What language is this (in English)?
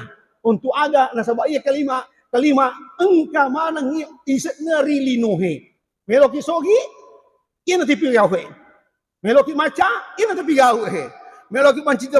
Buginese